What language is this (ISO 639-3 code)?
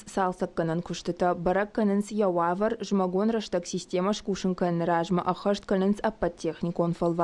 oss